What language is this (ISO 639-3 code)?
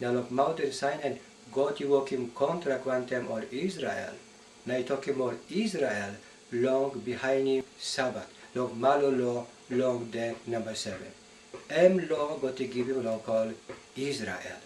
tpi